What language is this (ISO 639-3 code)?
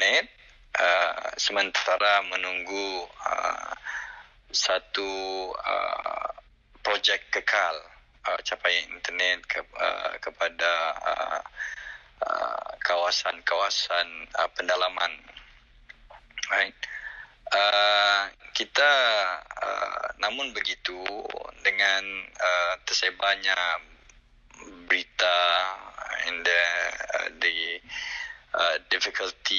zho